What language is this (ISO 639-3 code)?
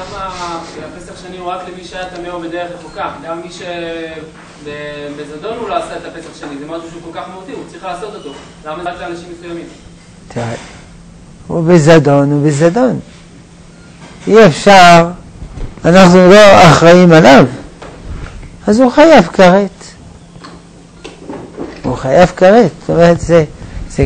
heb